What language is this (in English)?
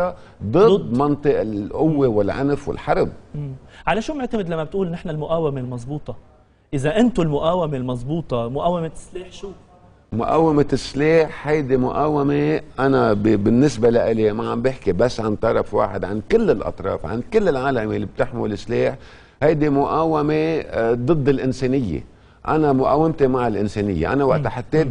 North Levantine Arabic